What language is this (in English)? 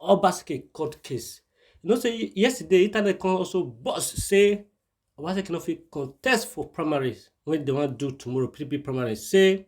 Nigerian Pidgin